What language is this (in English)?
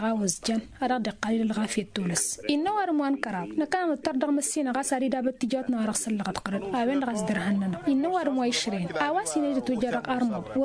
Tamasheq